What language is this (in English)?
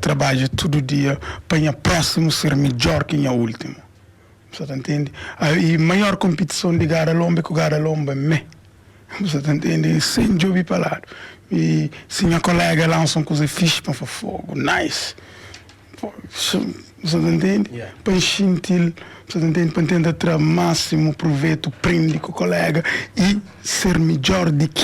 Kabuverdianu